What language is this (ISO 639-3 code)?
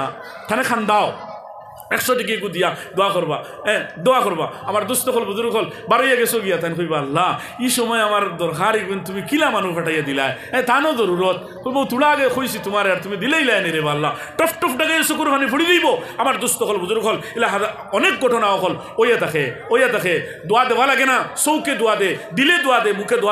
syl